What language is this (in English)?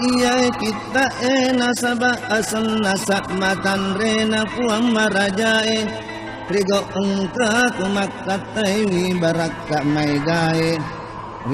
Buginese